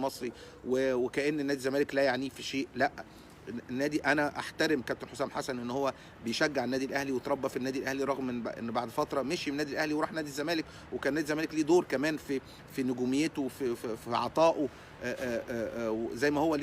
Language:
Egyptian Arabic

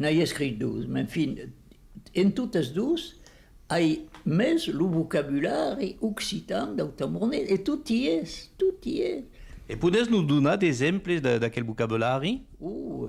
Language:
Occitan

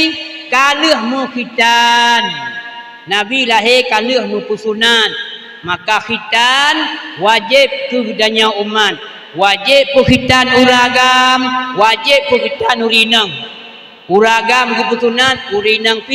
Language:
Achinese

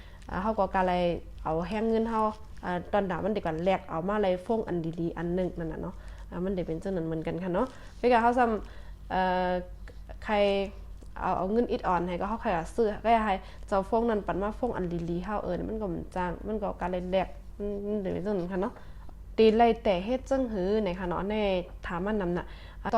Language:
Shan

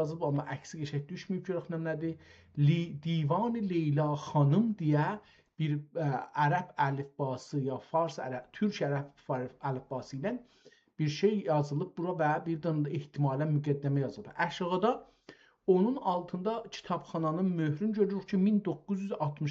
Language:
South Azerbaijani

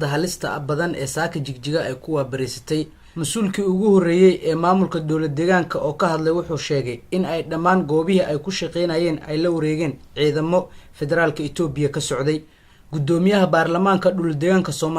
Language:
Somali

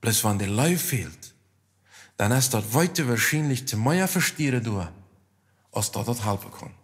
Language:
Plautdietsch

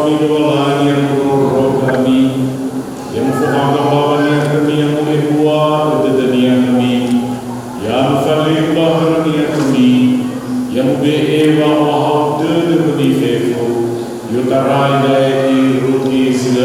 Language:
Nias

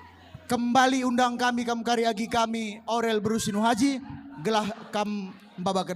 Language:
Batak Karo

